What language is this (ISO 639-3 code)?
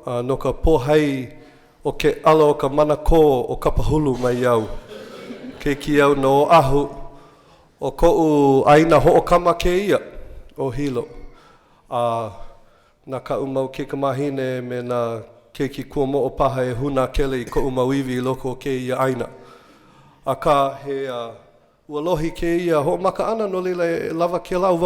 haw